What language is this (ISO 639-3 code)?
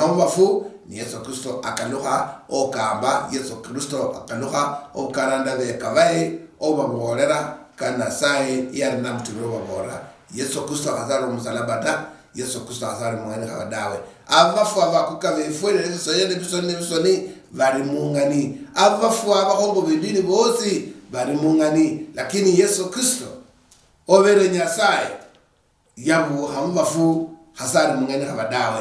luy